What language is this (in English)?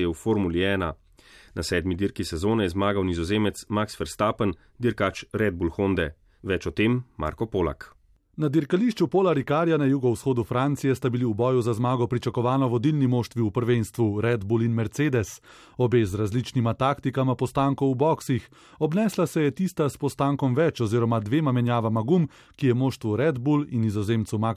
Slovenian